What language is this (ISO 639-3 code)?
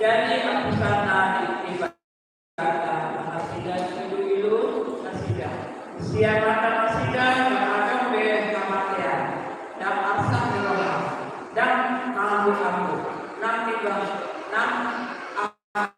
bbc